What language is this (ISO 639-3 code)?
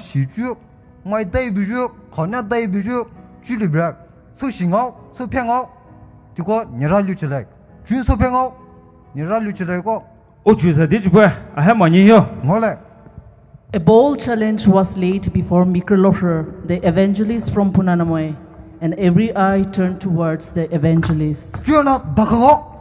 pmx